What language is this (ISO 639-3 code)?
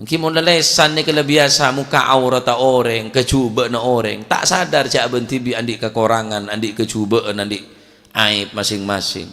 mad